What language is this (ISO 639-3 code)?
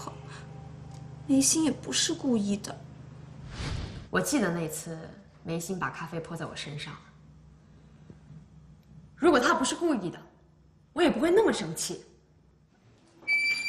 zho